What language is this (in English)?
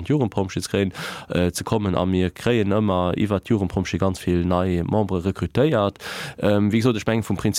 Luxembourgish